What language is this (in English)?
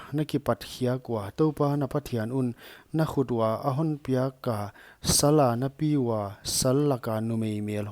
Paite Chin